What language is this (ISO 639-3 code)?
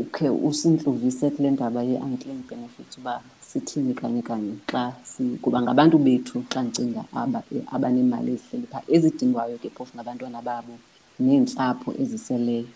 xho